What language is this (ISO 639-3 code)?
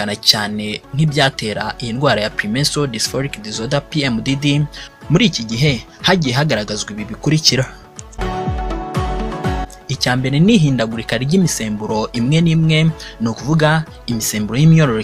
kin